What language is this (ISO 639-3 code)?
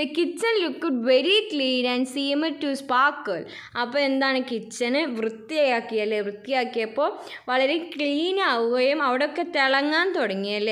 mal